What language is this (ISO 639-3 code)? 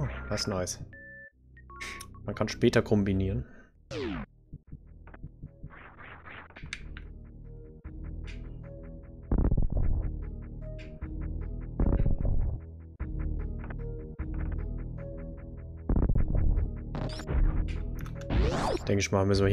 deu